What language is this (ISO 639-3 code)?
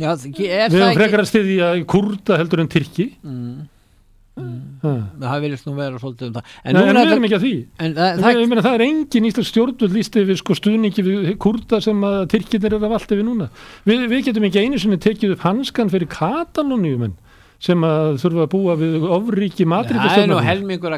isl